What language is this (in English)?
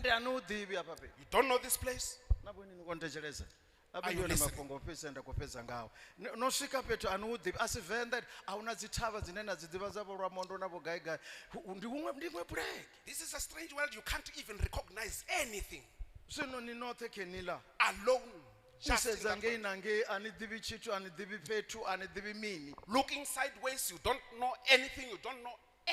Venda